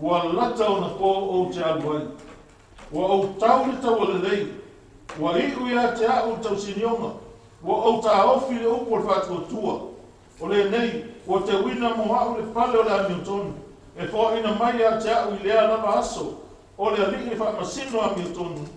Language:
Samoan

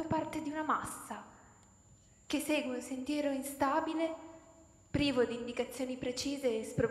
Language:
Italian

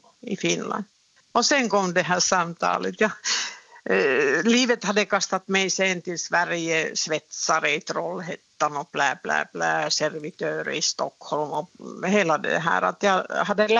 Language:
Swedish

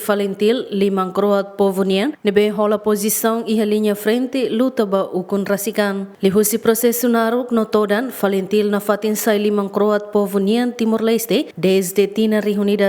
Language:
Tetum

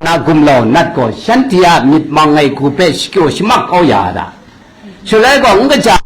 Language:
Kachin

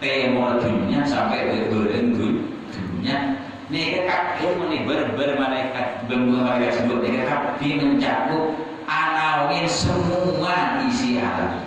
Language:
Madurese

